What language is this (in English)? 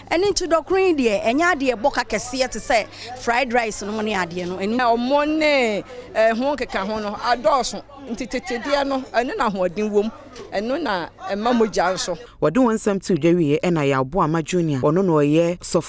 Akan